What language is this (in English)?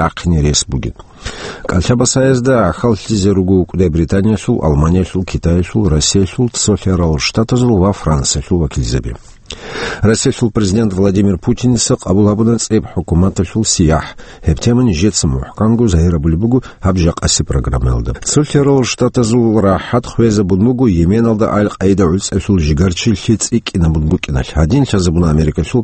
Avaric